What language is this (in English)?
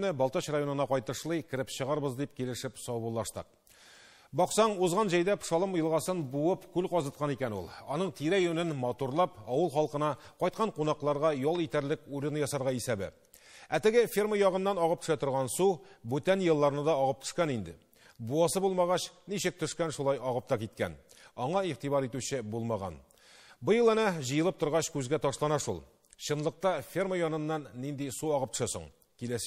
Tatar